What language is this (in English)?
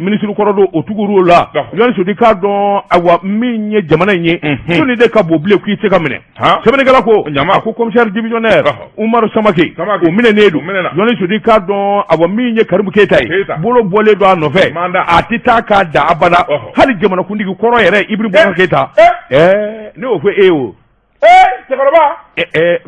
Bambara